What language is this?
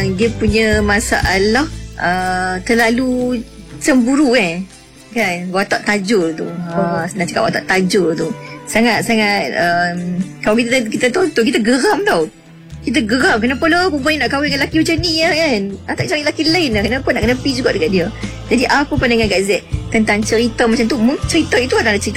Malay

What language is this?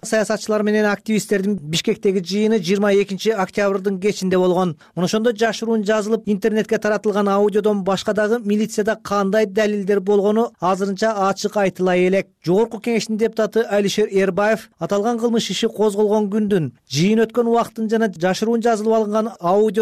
Kyrgyz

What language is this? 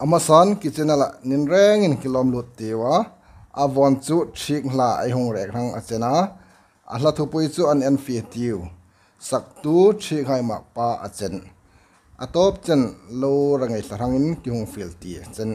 Hmar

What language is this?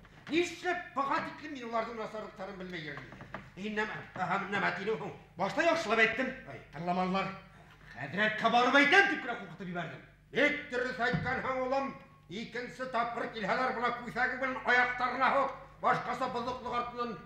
Bashkir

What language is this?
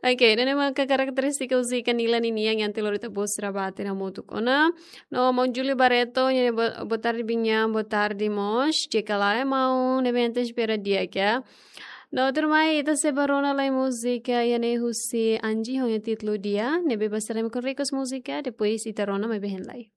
Tetum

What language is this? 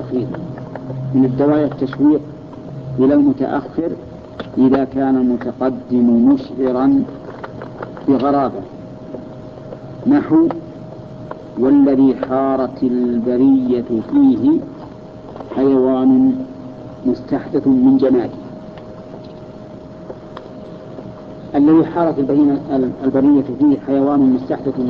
Arabic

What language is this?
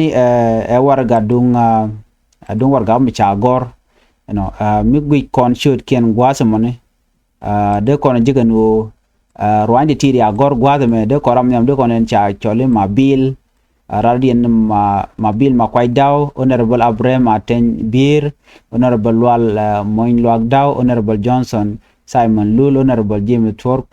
Nuer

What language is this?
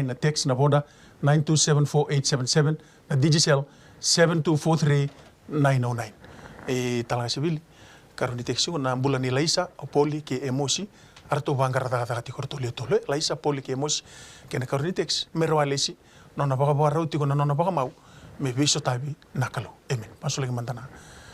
Fijian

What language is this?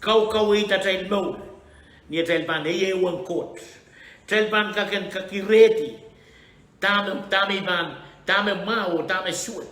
Pohnpeian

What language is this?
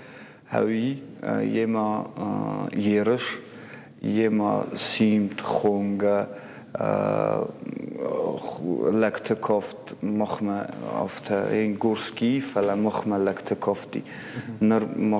Ossetic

